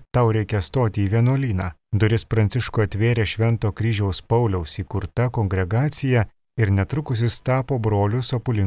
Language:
Lithuanian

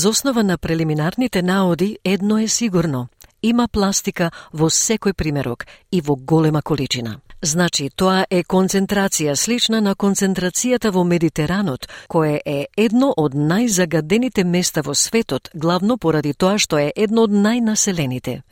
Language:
Macedonian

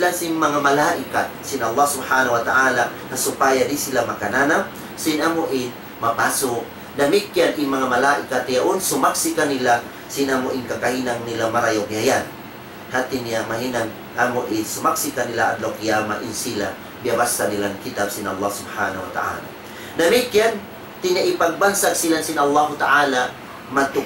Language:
Tausug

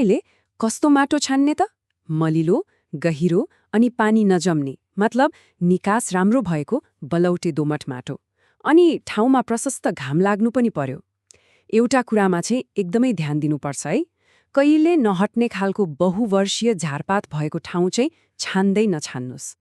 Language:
Nepali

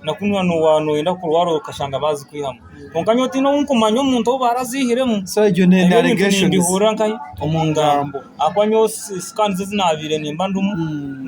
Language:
Nyankole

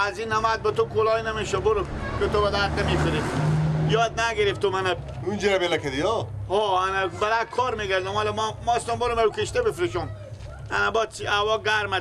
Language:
Persian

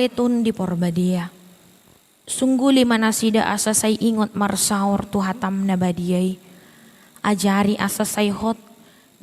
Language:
Batak Toba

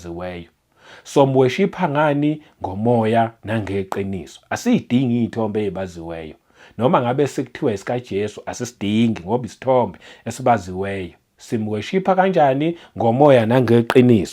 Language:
Zulu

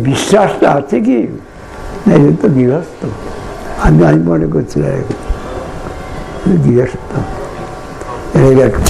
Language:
Bangla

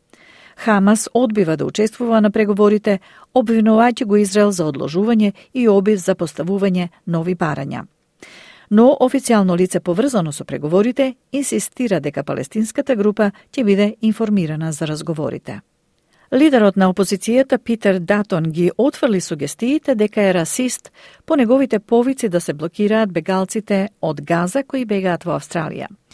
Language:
Macedonian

